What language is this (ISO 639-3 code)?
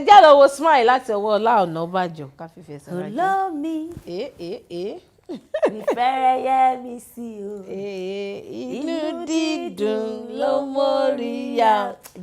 yor